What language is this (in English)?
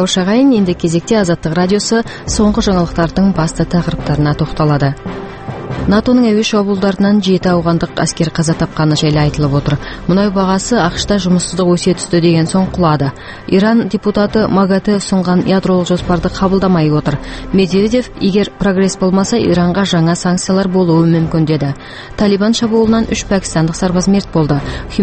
Kazakh